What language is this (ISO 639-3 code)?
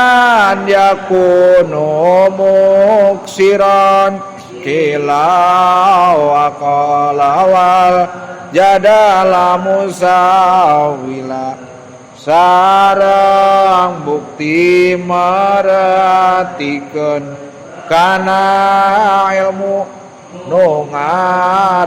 sun